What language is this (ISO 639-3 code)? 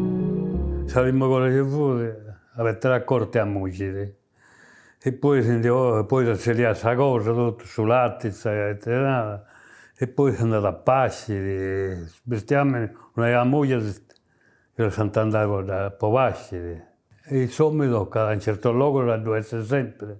srd